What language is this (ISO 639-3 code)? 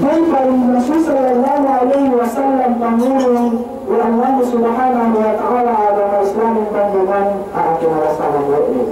yka